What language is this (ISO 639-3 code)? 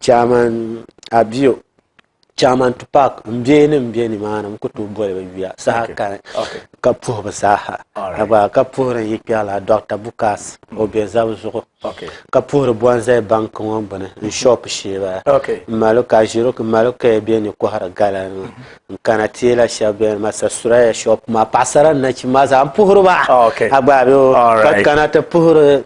dag